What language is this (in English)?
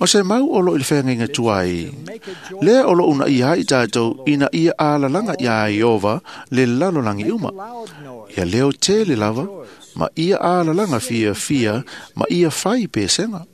Samoan